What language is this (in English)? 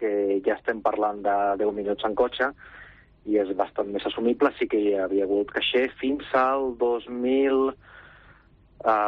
Catalan